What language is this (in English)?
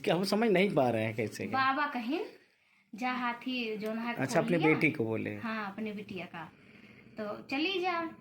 Awadhi